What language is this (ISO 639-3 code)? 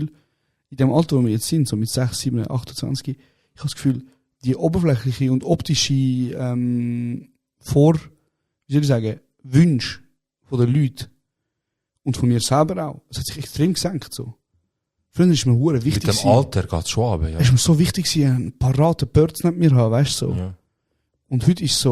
gsw